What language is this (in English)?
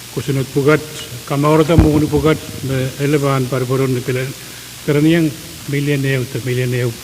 Pohnpeian